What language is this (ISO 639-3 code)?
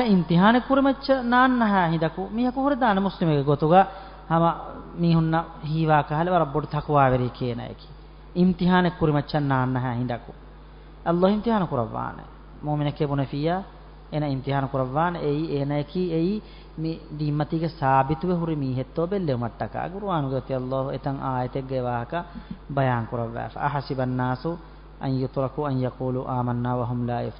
div